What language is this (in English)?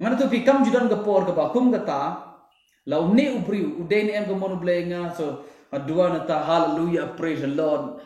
Khasi